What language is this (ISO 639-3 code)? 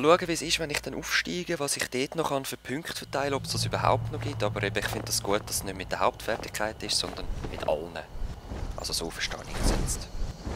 gsw